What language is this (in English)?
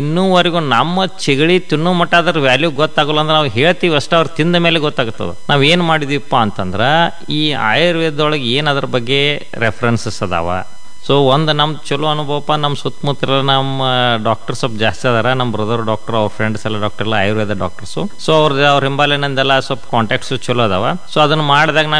Kannada